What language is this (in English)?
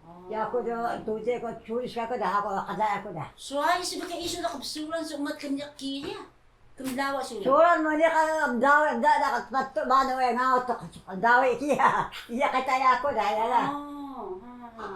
Taroko